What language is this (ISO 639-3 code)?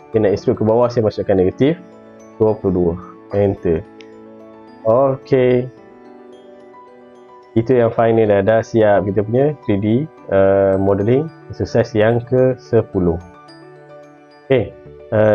msa